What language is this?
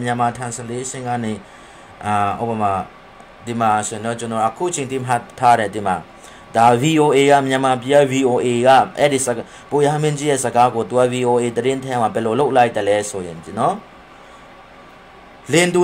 Burmese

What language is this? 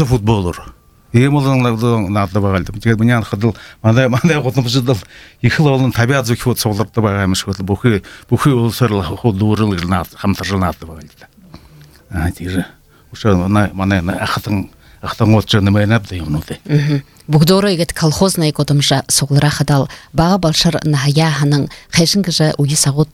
Buriat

